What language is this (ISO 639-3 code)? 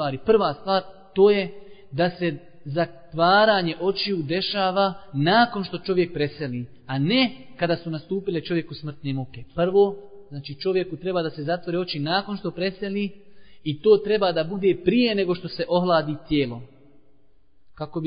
bos